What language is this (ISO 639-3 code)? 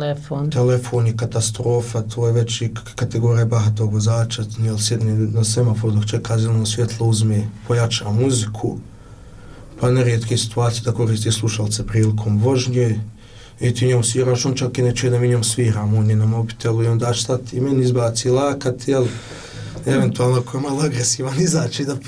bos